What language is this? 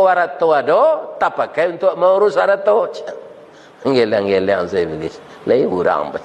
Minangkabau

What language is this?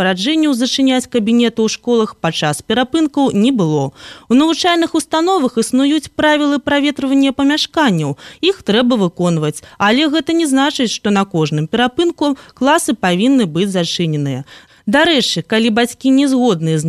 Belarusian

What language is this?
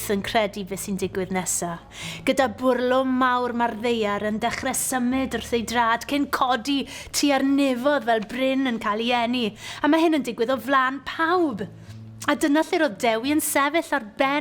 Welsh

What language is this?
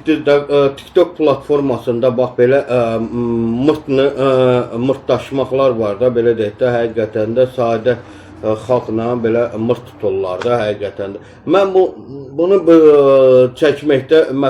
Azerbaijani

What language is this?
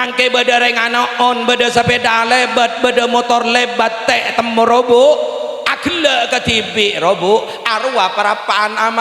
Madurese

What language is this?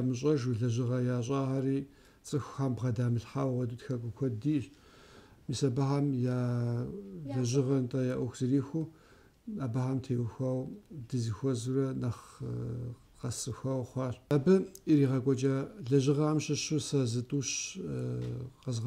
Kabardian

